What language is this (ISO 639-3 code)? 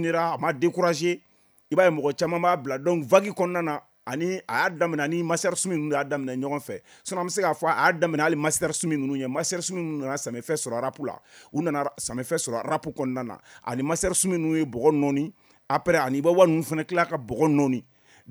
bam